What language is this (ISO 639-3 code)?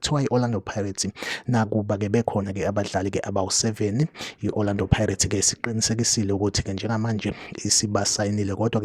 zul